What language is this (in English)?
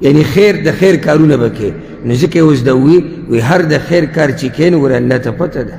Pashto